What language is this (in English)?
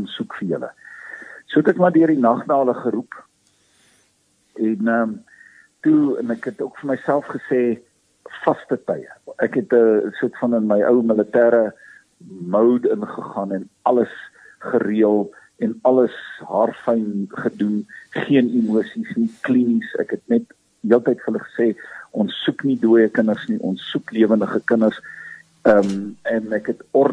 Afrikaans